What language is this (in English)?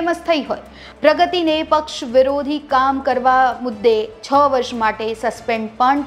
Gujarati